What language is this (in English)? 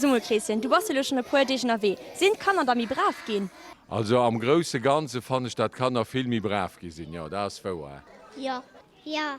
Luxembourgish